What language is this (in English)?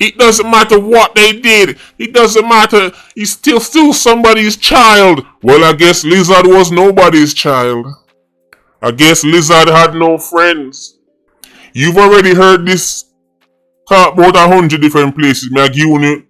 Jamaican Creole English